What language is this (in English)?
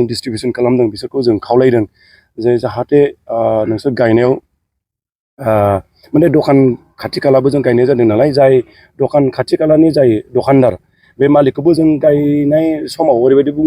Bodo